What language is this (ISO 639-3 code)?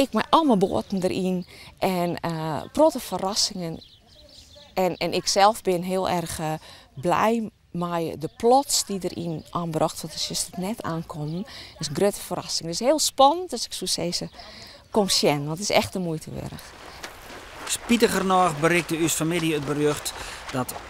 fry